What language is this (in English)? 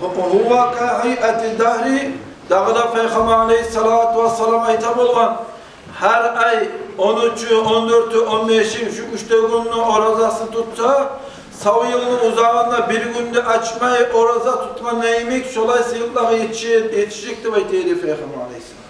Kumyk